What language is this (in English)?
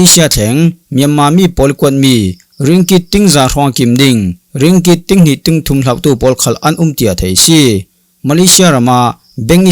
Falam Chin